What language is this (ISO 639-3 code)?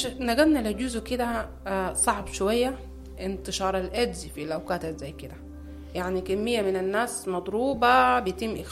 apd